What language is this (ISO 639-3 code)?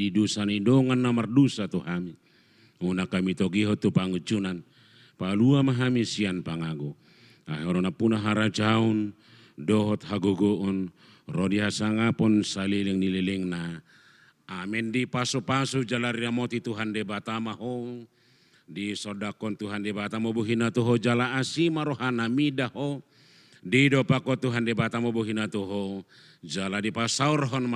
bbc